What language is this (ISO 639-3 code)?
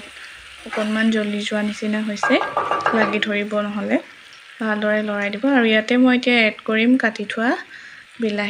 asm